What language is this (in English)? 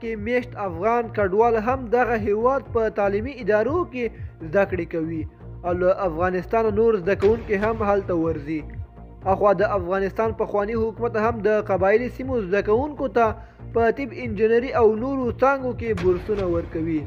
Pashto